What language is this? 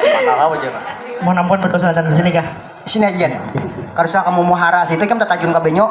Banjar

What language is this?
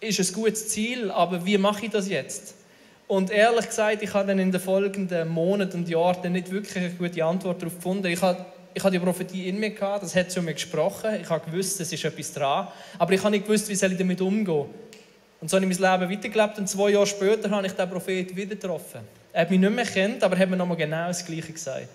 Swiss German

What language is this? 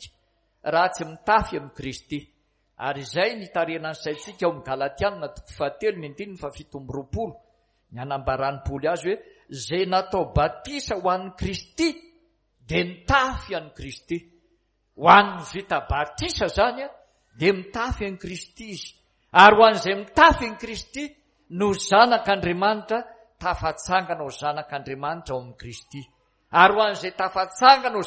Malagasy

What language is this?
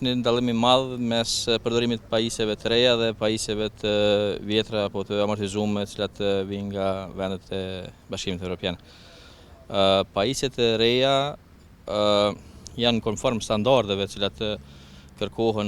Albanian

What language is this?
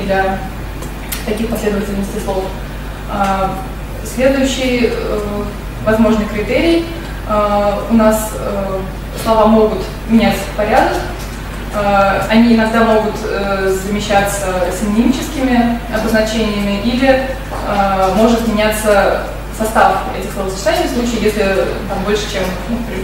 Russian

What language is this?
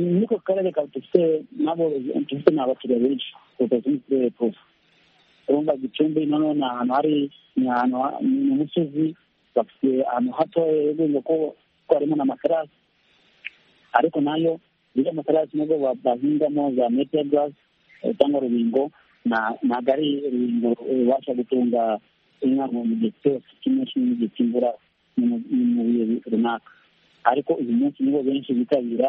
Kinyarwanda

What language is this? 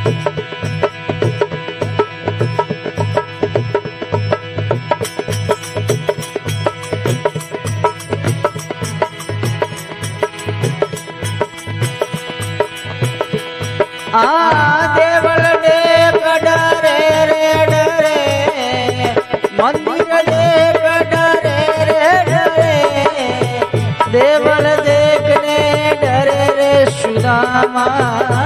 Hindi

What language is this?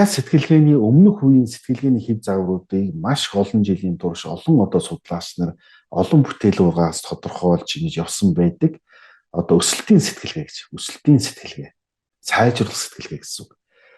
Mongolian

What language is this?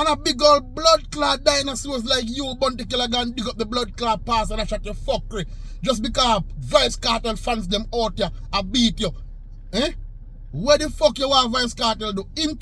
Jamaican Creole English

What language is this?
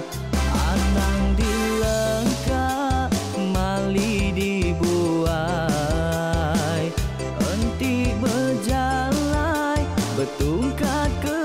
Iban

